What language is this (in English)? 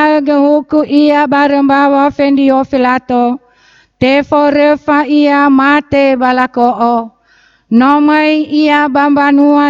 Nias